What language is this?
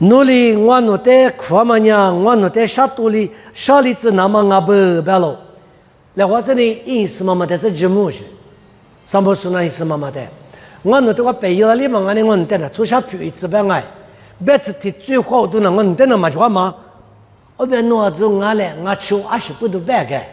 Lisu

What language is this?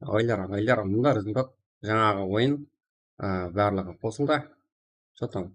Kara-Kalpak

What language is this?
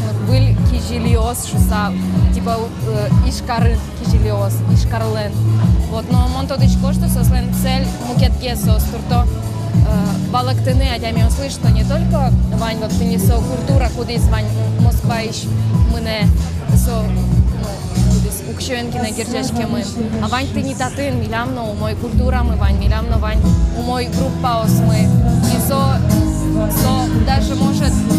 Udmurt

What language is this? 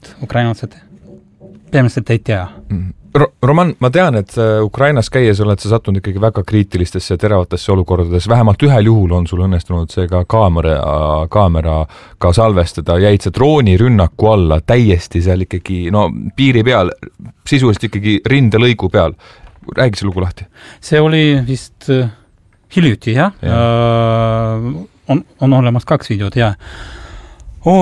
Estonian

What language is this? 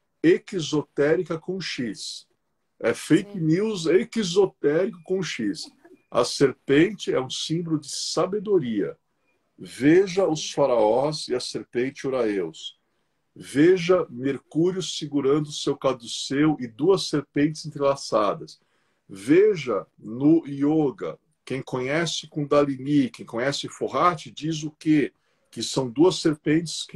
Portuguese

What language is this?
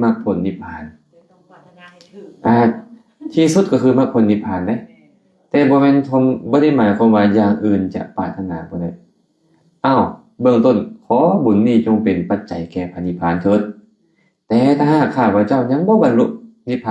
Lao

